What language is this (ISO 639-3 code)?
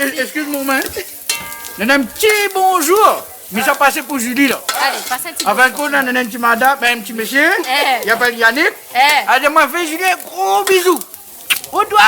rcf